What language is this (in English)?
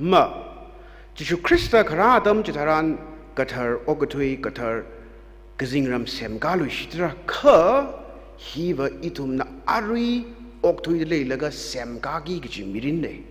Tangkhul Naga (India)